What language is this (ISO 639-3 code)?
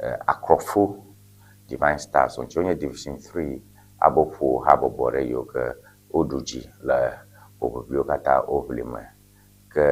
ewe